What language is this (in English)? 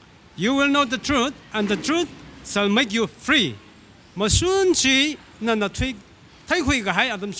Tangkhul Naga (India)